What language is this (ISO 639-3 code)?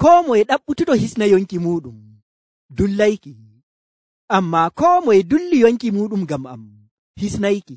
fuv